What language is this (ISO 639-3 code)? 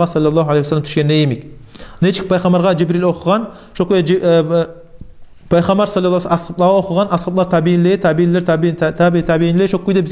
kum